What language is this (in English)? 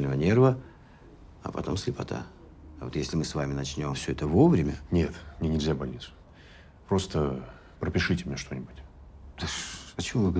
Russian